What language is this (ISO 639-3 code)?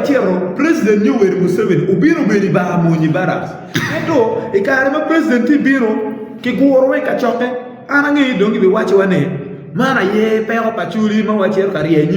ach